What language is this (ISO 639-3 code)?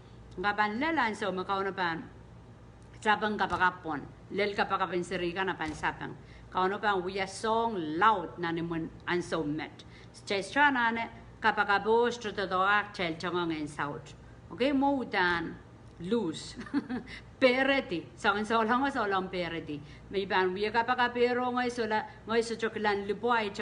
pon